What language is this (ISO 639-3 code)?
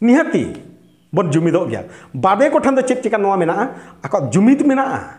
sat